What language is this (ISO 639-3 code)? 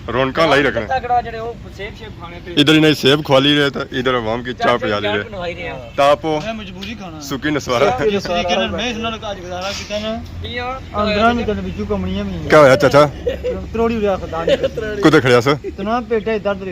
phr